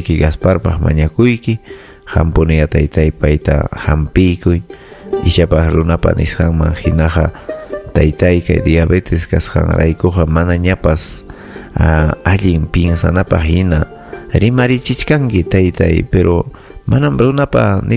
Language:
Ayacucho Quechua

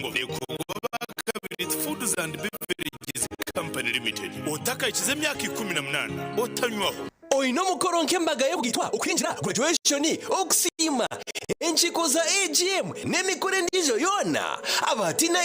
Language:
Nyankole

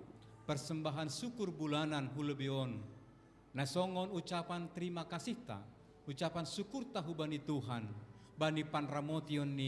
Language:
Batak Simalungun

